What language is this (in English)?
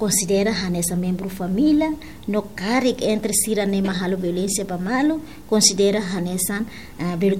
Tetum